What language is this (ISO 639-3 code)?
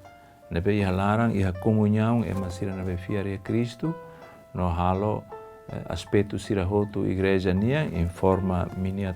tet